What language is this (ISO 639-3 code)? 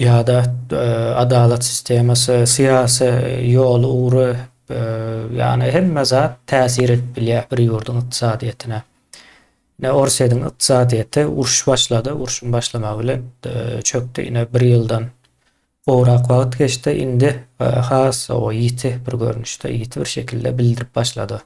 tuk